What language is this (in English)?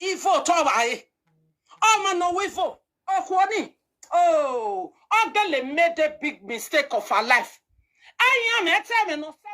Nigerian Pidgin